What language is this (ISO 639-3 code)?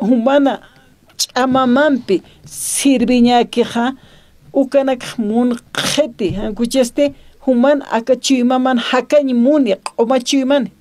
aym